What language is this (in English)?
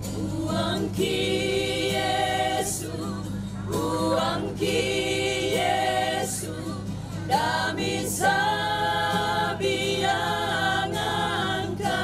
Toraja-Sa'dan